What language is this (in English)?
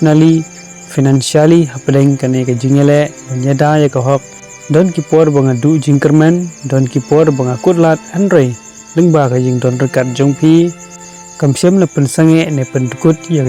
Khasi